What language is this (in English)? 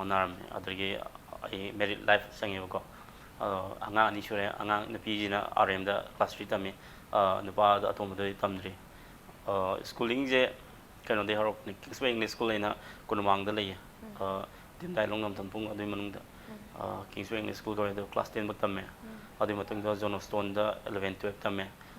Manipuri